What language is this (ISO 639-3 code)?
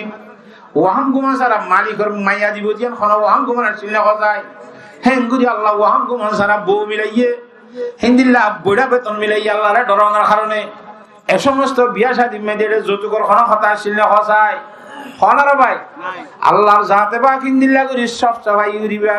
rhg